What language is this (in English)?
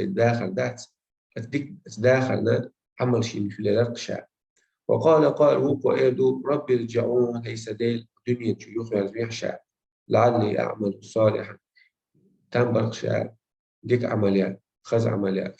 Chechen